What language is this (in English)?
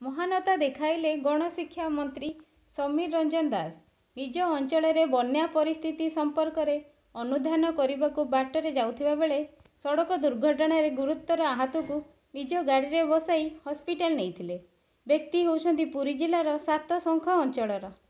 Odia